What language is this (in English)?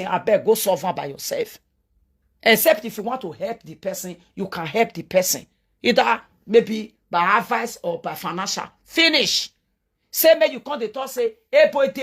Nigerian Pidgin